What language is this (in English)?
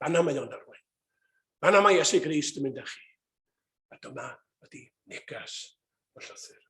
Welsh